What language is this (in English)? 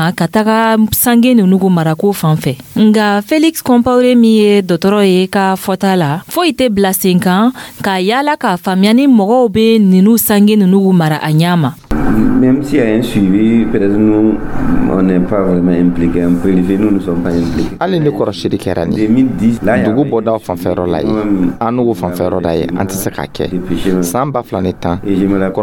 Dyula